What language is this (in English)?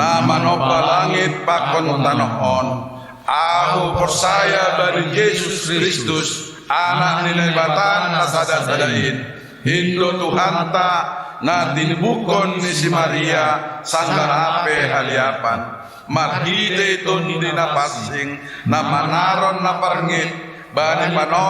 Batak Simalungun